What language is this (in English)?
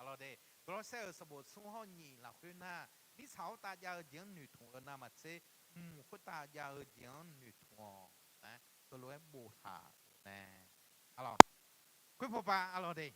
Akha